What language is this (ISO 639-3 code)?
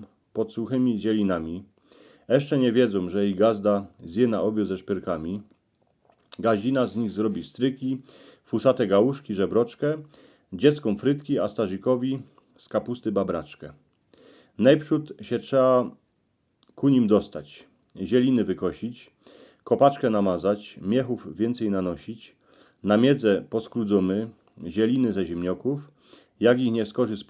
szl